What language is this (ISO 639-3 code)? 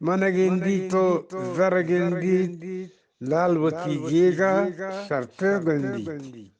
bgp